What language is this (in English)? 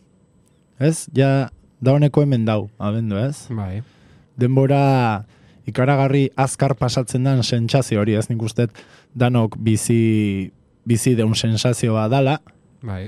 Basque